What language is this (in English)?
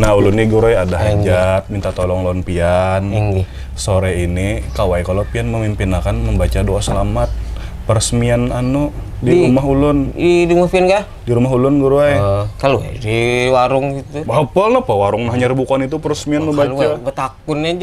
Banjar